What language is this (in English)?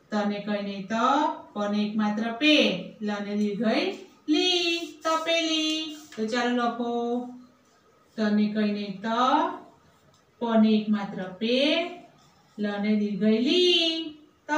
Gujarati